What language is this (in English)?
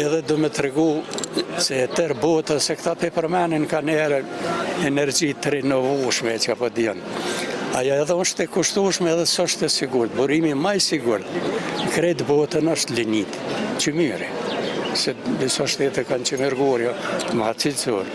Albanian